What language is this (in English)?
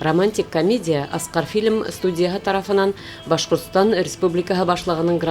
Bashkir